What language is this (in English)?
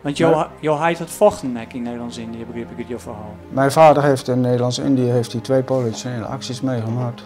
Western Frisian